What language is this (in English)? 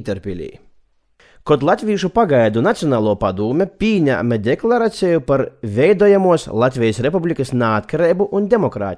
Latvian